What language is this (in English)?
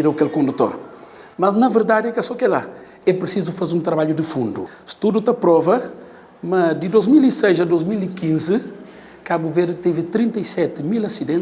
Kabuverdianu